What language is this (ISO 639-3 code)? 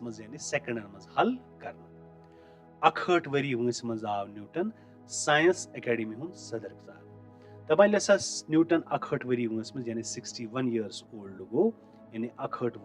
kas